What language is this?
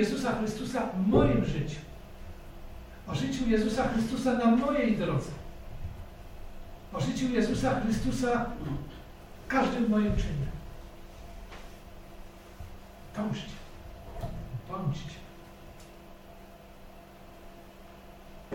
Polish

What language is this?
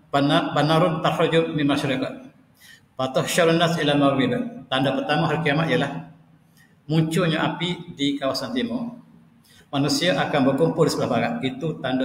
Malay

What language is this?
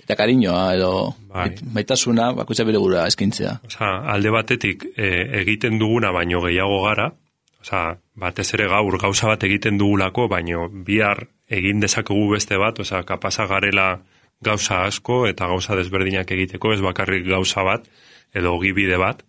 Basque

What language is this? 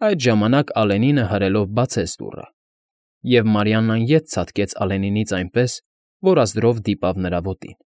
Armenian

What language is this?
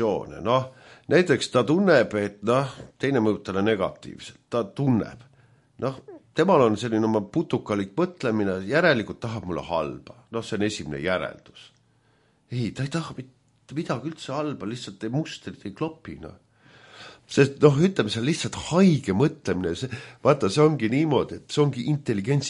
Estonian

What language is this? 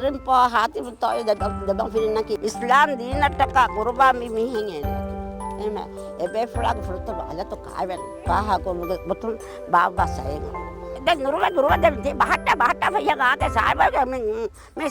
Divehi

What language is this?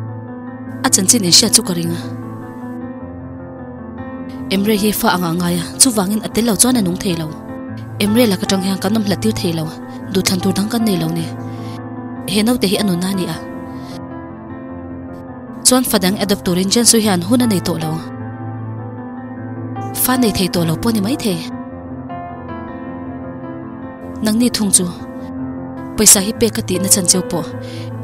Mizo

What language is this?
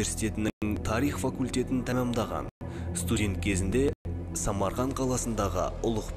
Kazakh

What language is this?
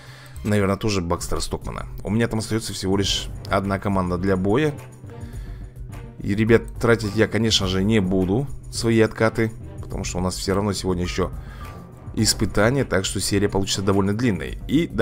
Russian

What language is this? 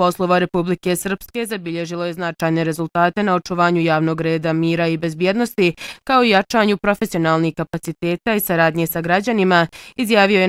Bosnian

